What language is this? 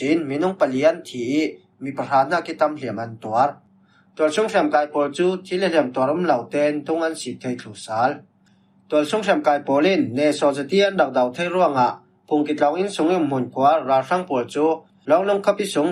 Falam Chin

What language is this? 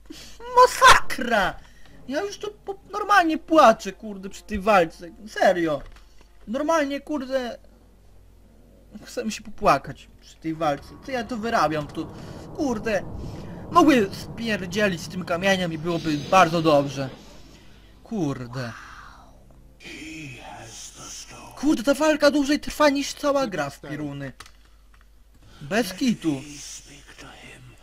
Polish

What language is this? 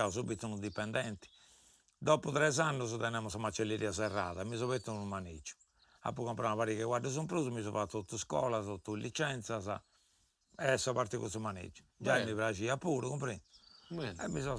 Sardinian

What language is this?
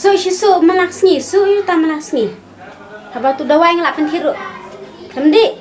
Khasi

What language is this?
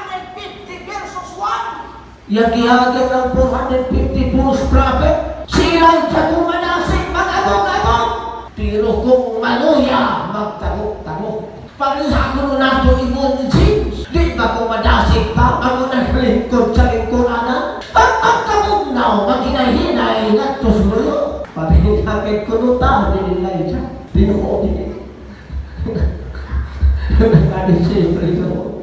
Cebuano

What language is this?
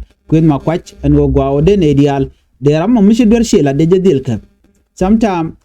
Nuer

